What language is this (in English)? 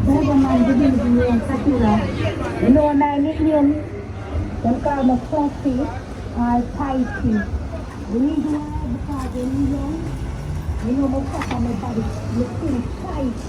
Jamaican Creole English